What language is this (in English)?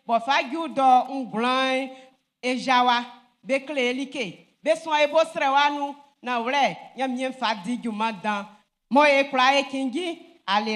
Baoulé